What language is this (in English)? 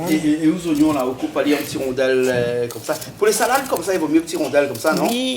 Réunion Creole French